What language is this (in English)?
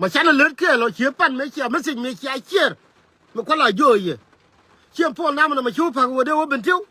Nuer